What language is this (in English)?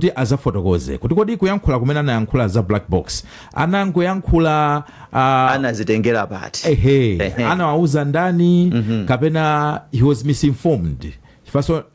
Nyanja